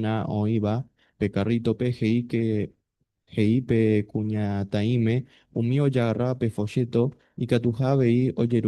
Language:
Guarani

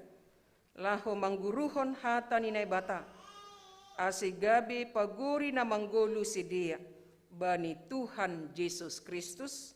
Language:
Batak Simalungun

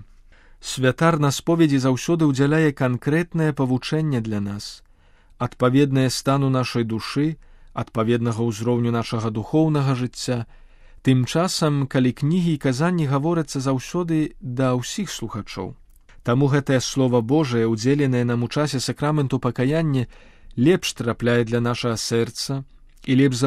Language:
Belarusian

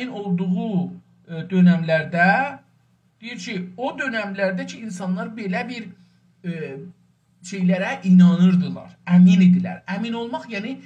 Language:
South Azerbaijani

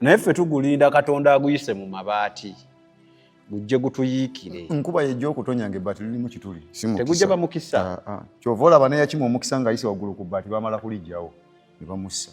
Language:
Ganda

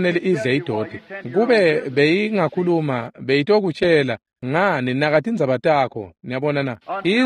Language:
Swati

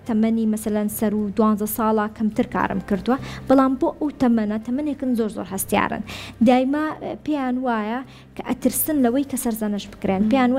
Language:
Central Kurdish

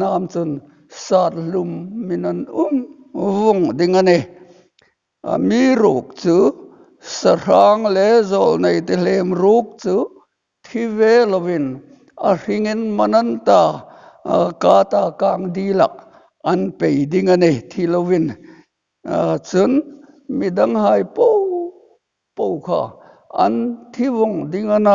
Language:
Hmar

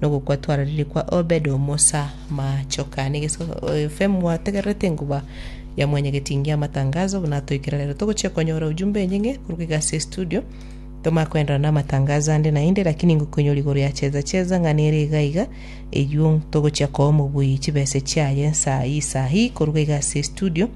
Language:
Gusii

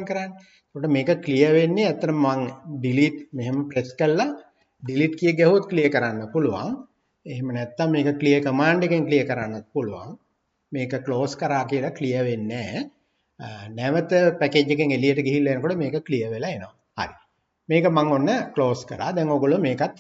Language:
Sinhala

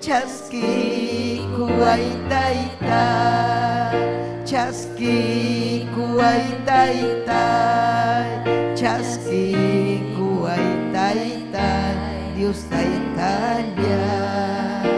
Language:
Ayacucho Quechua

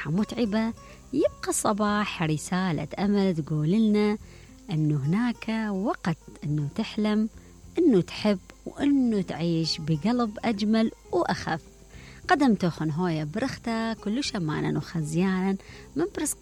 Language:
Mesopotamian Arabic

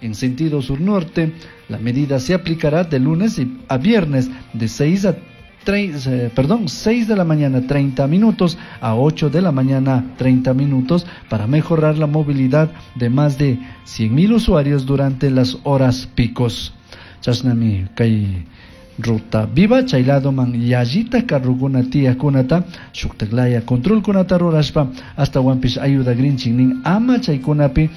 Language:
Chimborazo Highland Quichua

